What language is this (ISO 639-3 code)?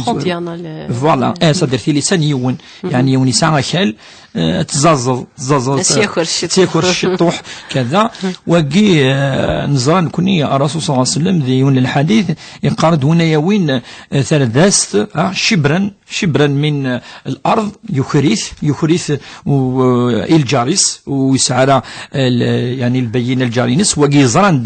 kab